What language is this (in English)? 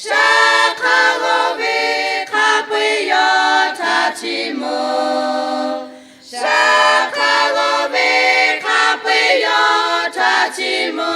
Lahu